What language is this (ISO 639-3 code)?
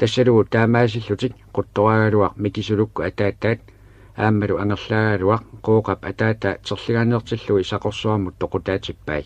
kal